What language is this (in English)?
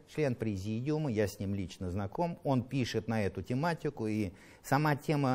Russian